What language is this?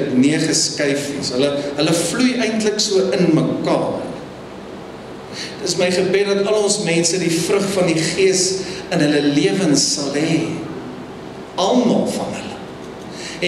Afrikaans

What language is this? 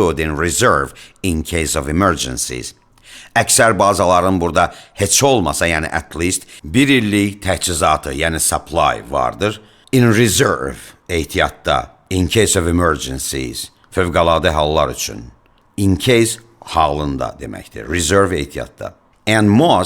Azerbaijani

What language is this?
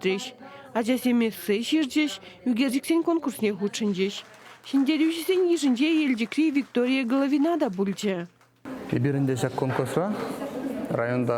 Chuvash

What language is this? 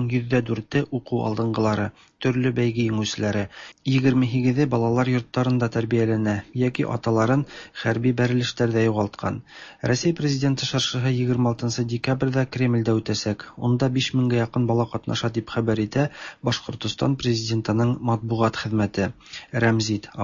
Tatar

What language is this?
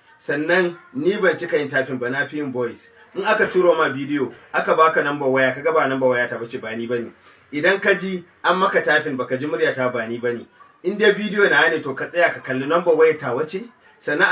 Hausa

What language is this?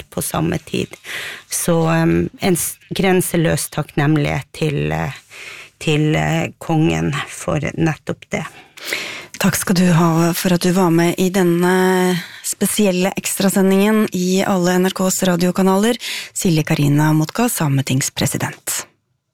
Norwegian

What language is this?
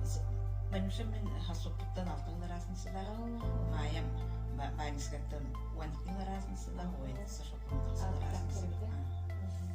Yakut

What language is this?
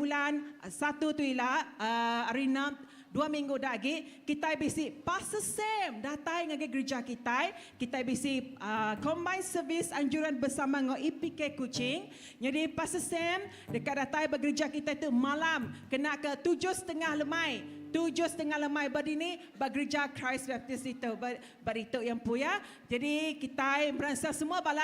Iban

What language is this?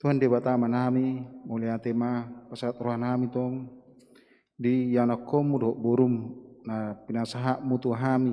Batak Toba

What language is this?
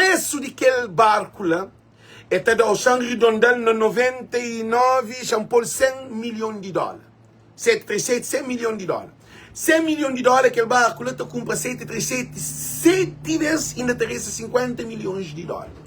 Kabuverdianu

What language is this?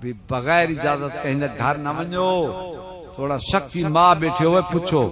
Saraiki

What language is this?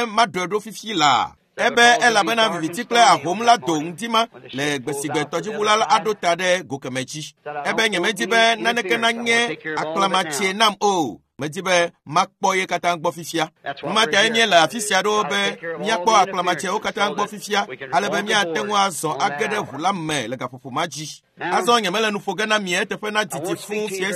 Ewe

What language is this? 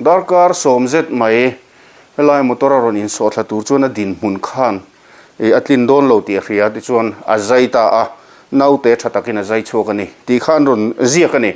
Mizo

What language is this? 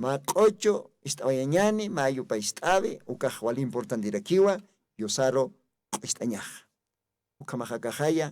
Aymara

